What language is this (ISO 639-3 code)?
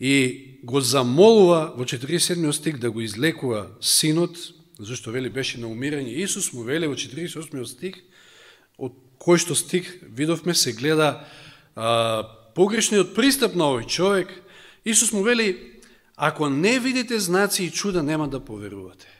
mkd